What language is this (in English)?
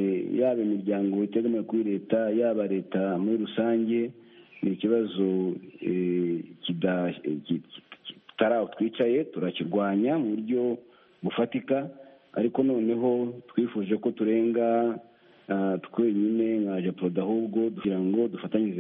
Kinyarwanda